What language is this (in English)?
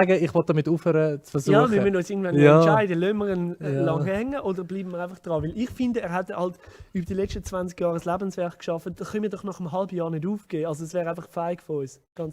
Swiss German